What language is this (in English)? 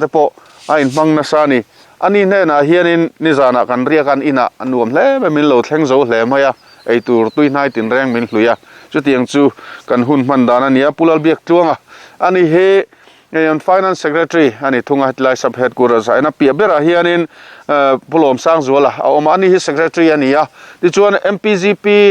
Mizo